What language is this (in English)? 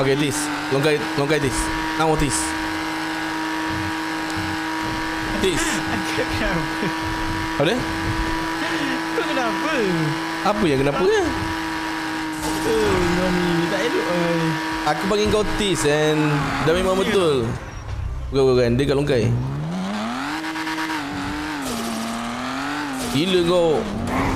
Malay